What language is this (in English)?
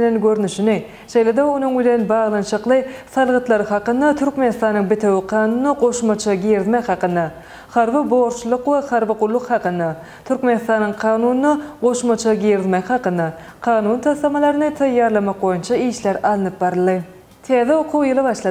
Turkmen